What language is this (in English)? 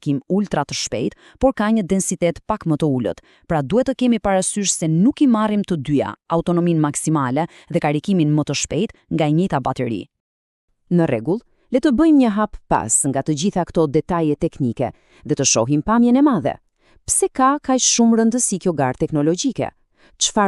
Albanian